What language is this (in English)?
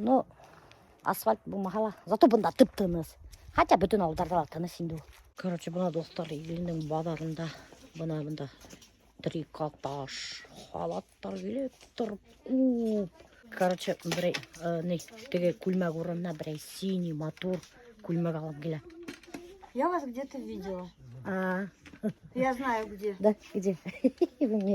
Bashkir